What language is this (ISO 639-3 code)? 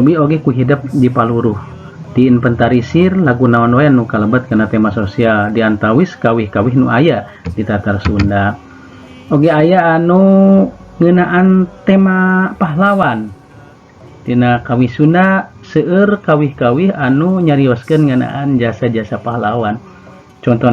sun